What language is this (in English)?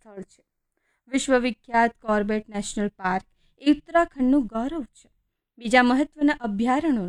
Gujarati